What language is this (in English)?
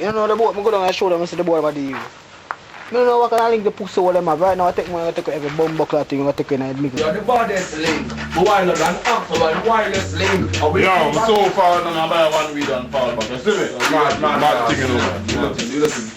Jamaican Creole English